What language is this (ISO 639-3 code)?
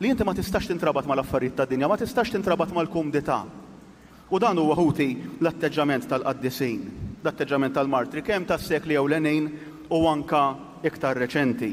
mlt